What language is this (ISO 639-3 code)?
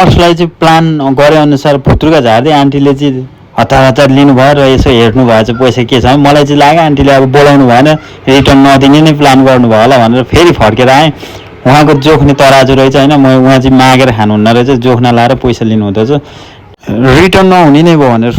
nep